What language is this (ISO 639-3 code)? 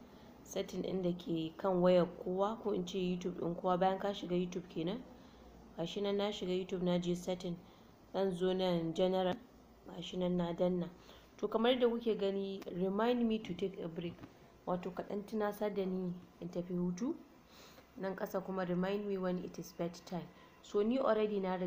hau